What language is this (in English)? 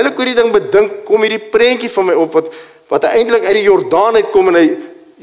Afrikaans